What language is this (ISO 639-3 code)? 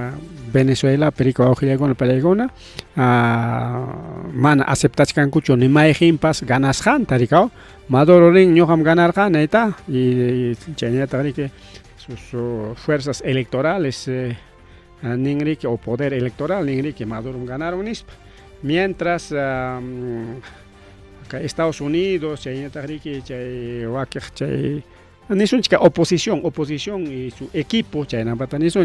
quy